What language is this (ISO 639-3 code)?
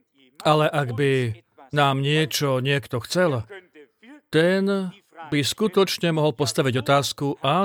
slk